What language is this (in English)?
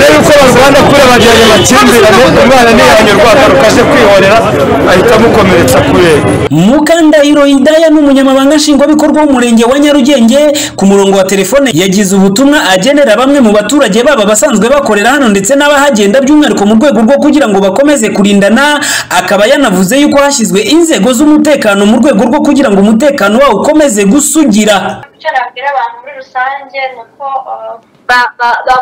Kinyarwanda